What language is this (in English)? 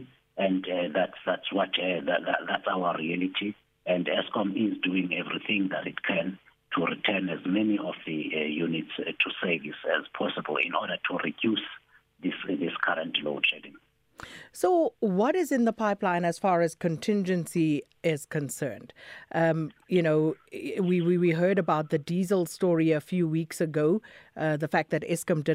English